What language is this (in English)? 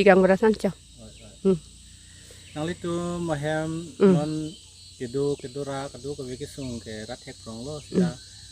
Karbi